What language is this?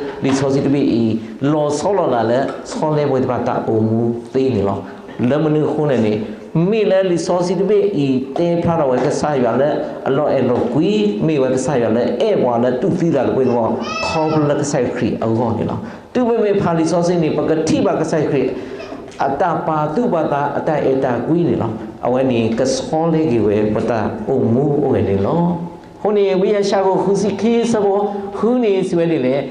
S'gaw Karen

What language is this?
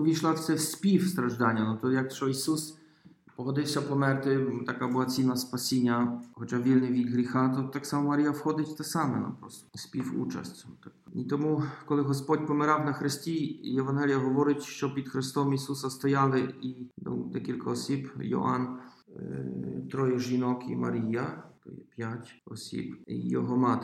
Ukrainian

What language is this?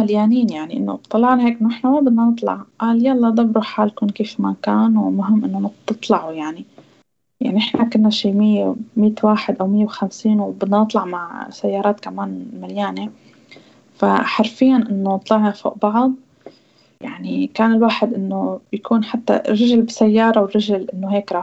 North Levantine Arabic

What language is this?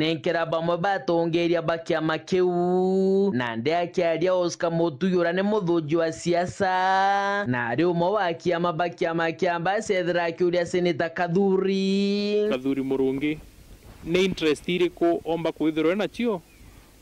Meru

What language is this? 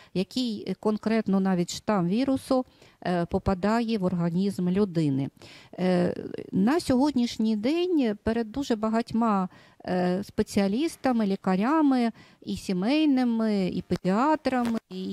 Ukrainian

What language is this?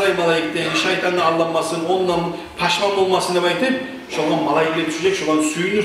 Kumyk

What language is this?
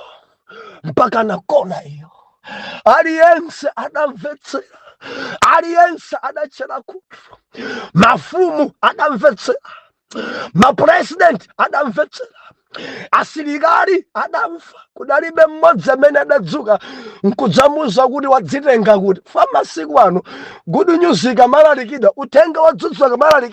Nyanja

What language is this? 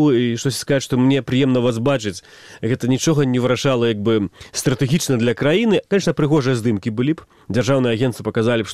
Belarusian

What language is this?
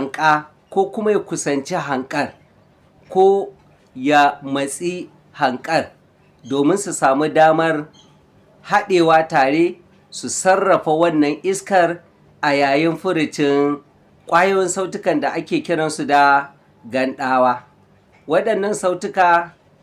Hausa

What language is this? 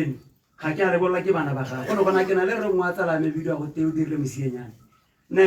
Tswana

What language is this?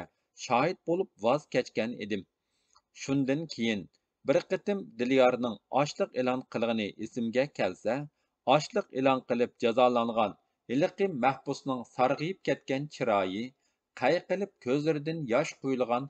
Uyghur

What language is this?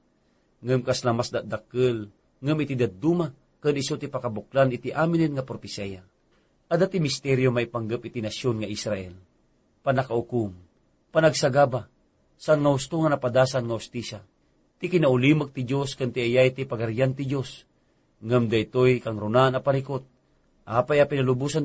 Iloko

